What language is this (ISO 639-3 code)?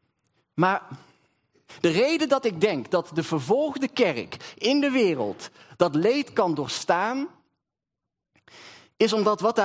nld